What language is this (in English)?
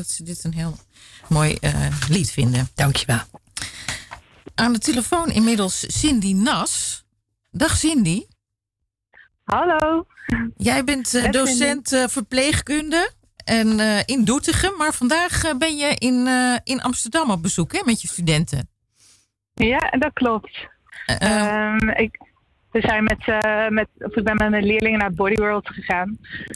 Dutch